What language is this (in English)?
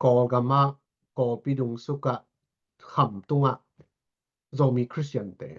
Tedim Chin